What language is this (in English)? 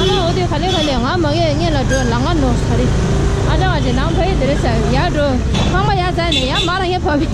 Tibetan